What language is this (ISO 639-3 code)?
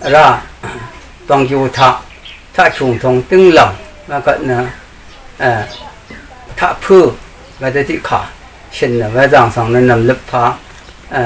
raw